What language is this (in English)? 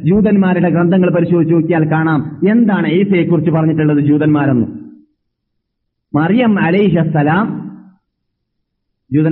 Malayalam